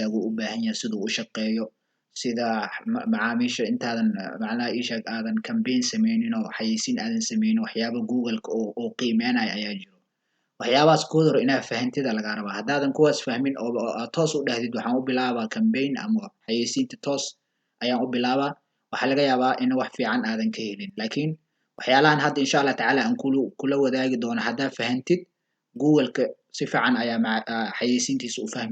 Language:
Somali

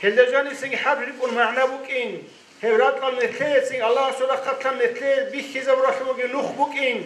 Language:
Avaric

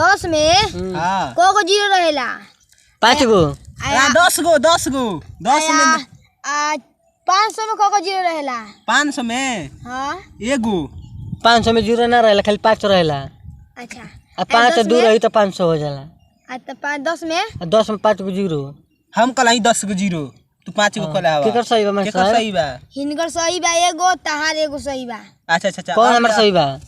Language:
Bhojpuri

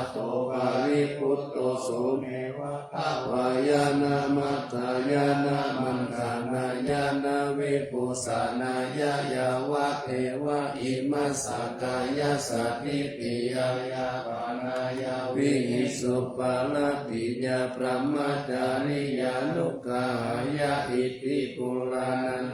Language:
Pali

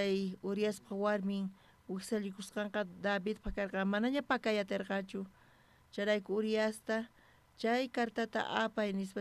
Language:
South Bolivian Quechua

